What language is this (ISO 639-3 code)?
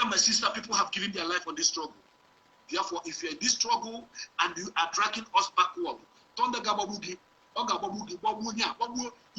pcm